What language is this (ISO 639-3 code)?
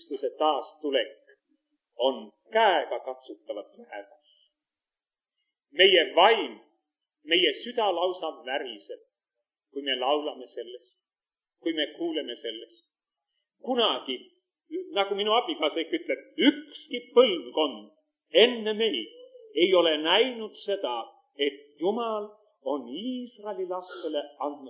est